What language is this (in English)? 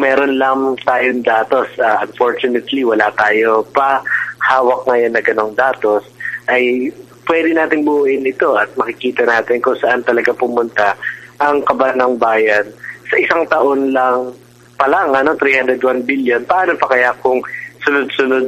Filipino